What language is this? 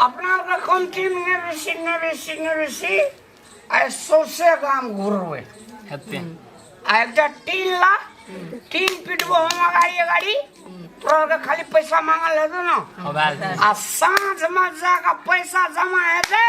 Maithili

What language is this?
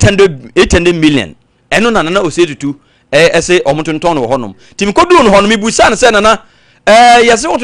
Akan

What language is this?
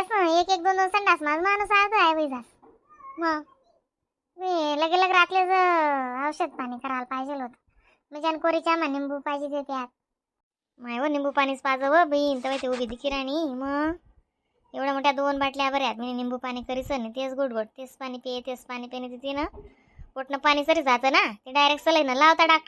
Khandesi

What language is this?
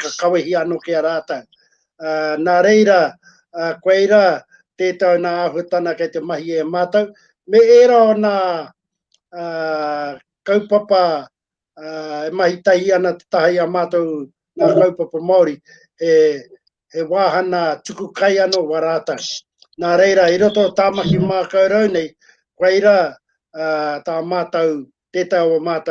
Māori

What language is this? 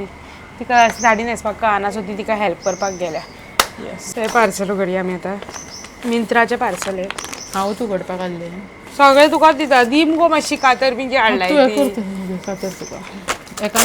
Konkani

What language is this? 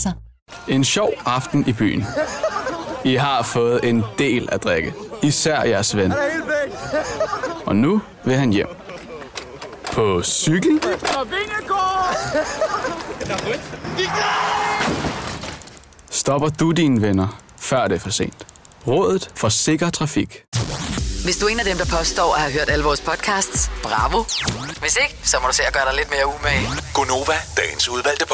Danish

